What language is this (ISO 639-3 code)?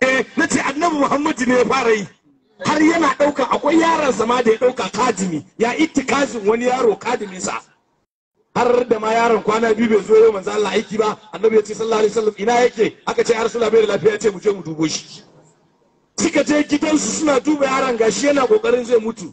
hau